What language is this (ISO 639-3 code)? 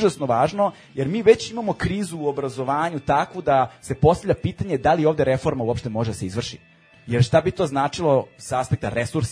srp